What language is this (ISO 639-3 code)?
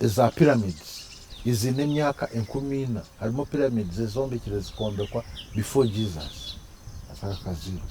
nyn